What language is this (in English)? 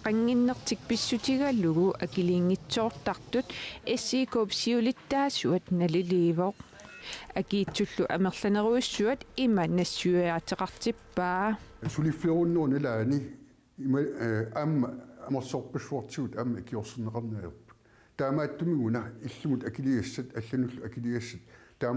Kalaallisut